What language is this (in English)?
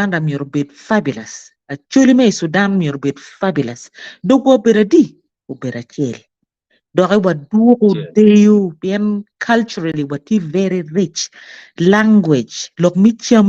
Acoli